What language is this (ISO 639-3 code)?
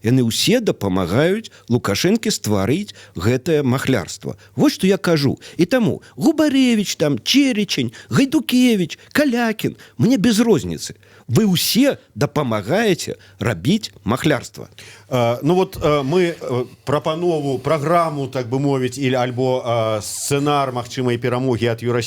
bel